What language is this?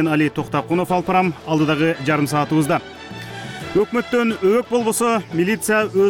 Kyrgyz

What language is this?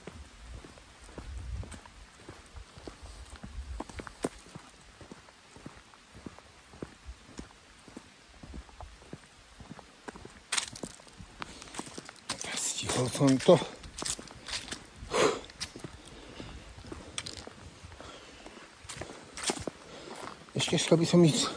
Slovak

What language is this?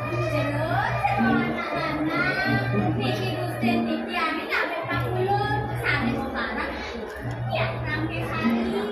Balinese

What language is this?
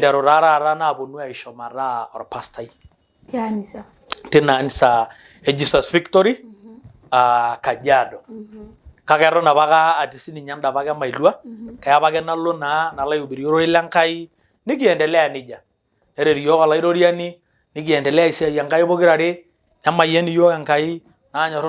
Masai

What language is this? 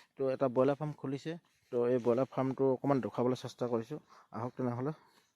Assamese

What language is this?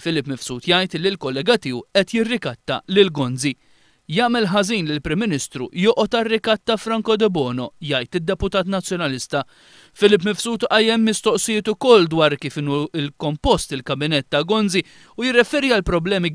Maltese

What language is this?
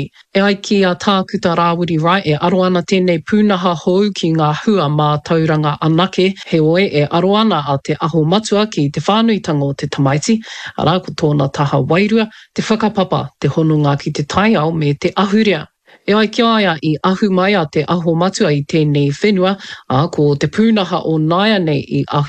Māori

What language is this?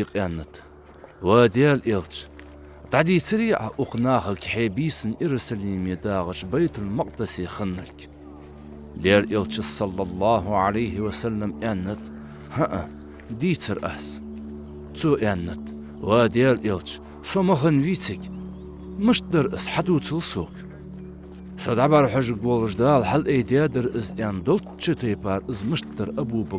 Ingush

